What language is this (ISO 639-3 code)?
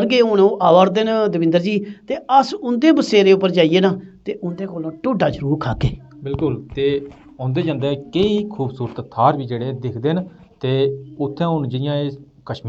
doi